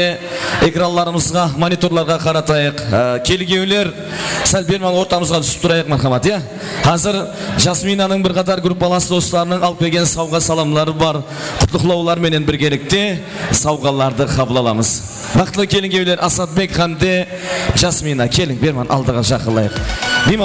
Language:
Kara-Kalpak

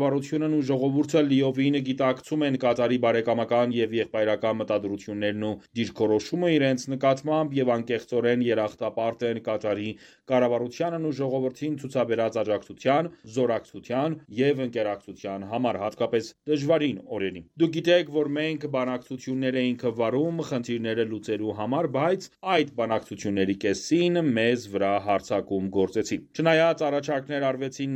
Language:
Armenian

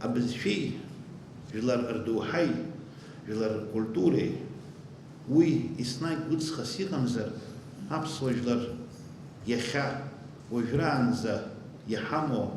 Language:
Abkhazian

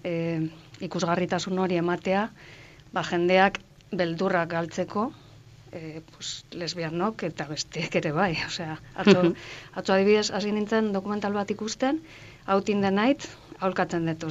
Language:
Basque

